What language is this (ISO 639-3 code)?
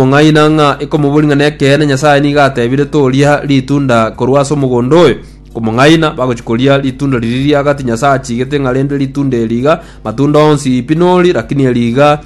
guz